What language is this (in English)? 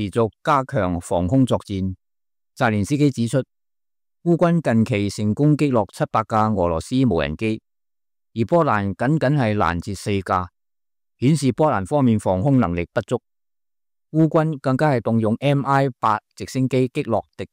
Cantonese